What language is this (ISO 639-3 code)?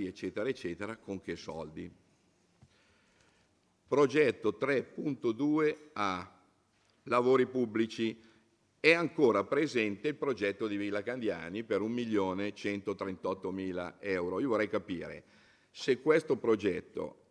ita